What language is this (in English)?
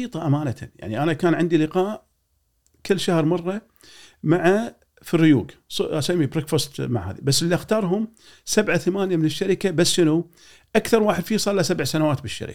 Gulf Arabic